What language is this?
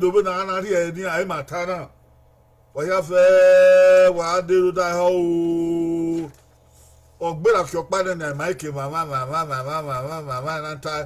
Bini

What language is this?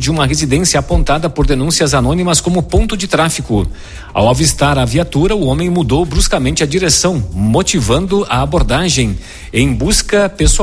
Portuguese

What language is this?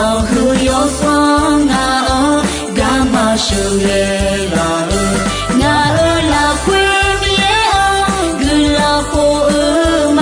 Akha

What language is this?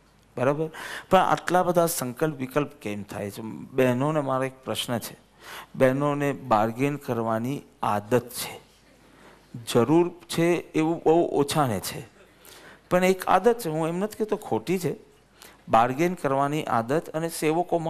Gujarati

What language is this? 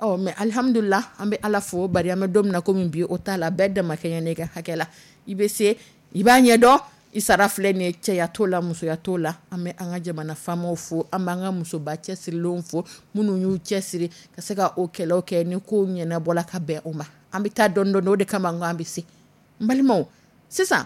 Dyula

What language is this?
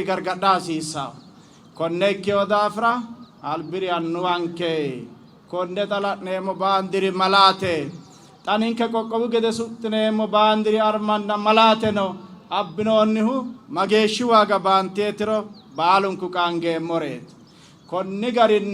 Sidamo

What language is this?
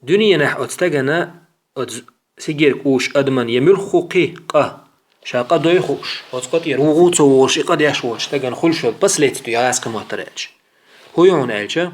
Chechen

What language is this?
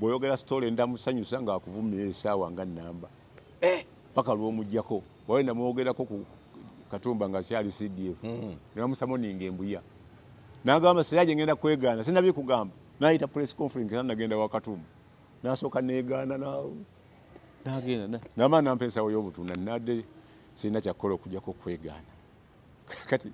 Ganda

